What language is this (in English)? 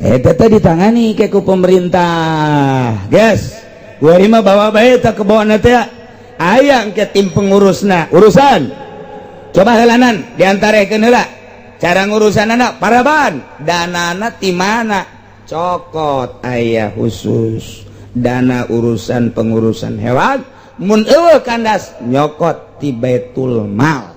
Sundanese